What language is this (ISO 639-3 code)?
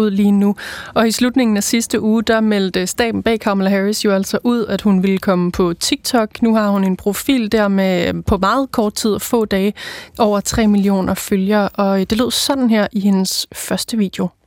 dan